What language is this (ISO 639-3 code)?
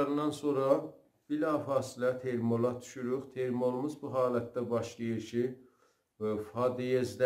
azb